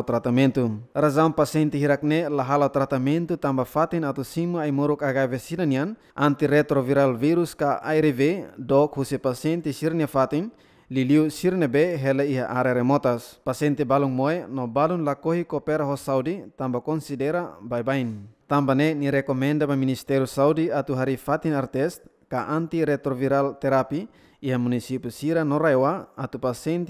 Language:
Tetum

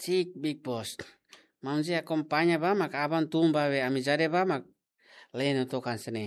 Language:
Tetum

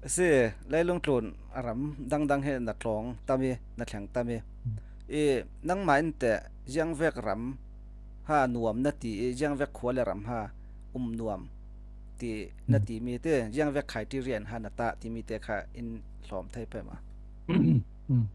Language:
Falam Chin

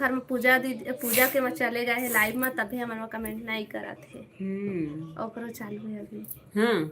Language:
Chhattisgarhi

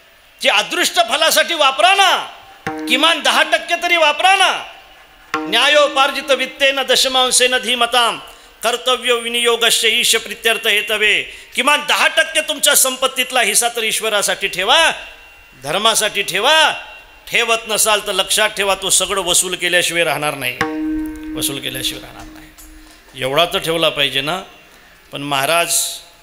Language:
Marathi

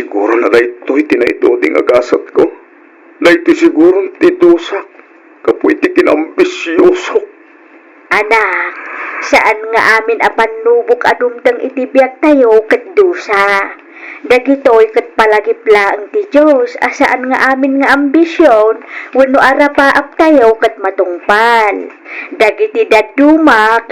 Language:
Iloko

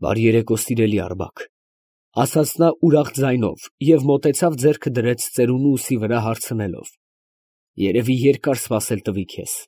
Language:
Armenian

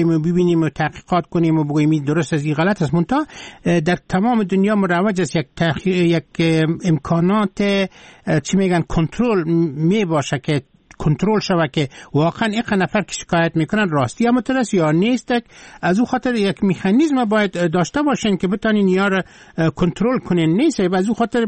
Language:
Persian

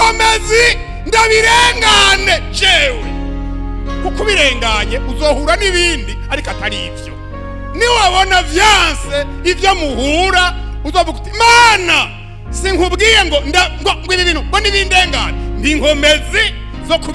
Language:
Rundi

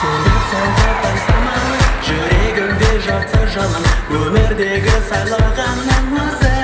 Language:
Kara-Kalpak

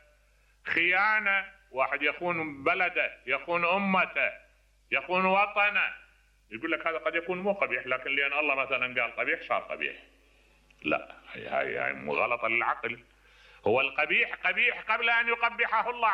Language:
Mesopotamian Arabic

